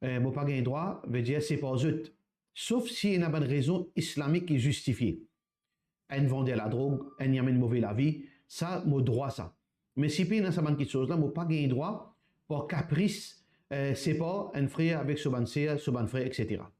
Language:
Morisyen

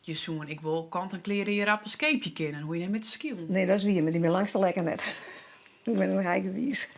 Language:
Western Frisian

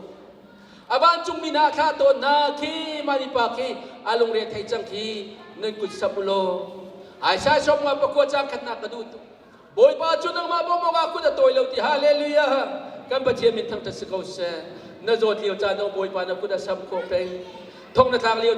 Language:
Hakha Chin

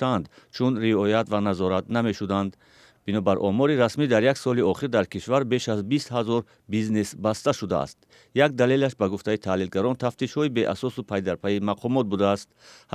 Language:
Tajik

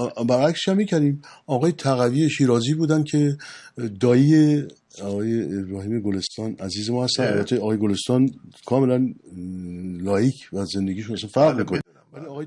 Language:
Persian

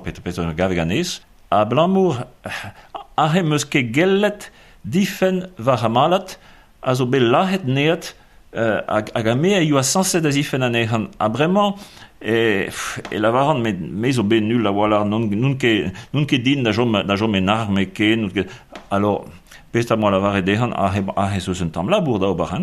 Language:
Breton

